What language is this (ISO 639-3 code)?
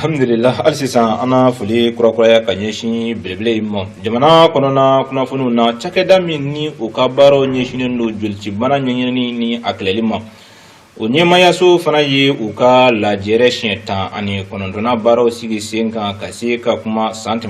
bam